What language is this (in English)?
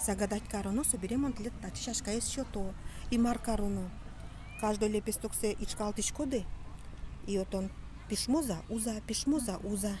Udmurt